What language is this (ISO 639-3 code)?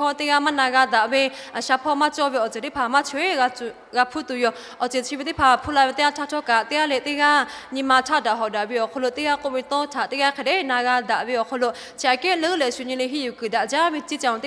lhu